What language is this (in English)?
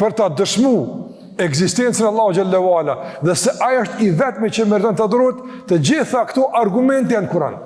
Albanian